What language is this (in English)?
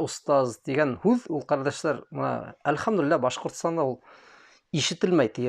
Bashkir